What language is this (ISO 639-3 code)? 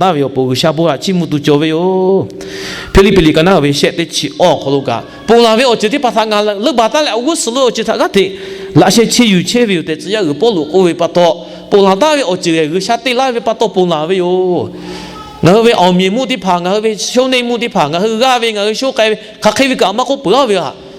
lhu